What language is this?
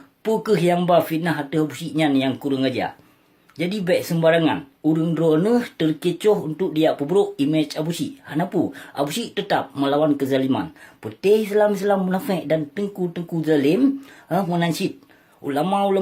Achinese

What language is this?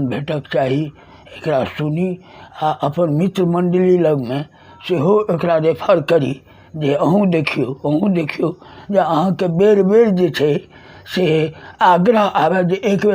Maithili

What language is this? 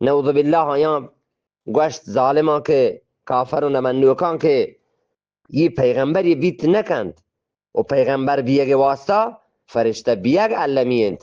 Eastern Balochi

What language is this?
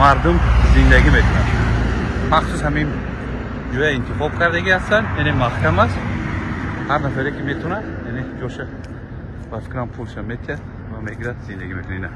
Tajik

